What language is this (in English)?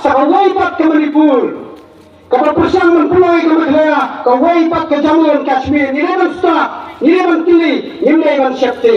Khasi